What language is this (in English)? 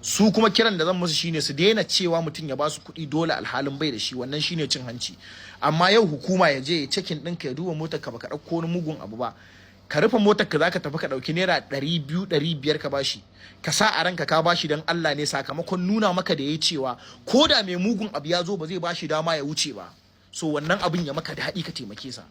Hausa